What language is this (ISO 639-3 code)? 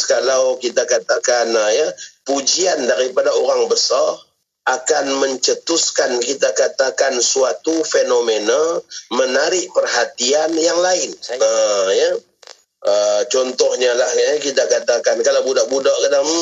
msa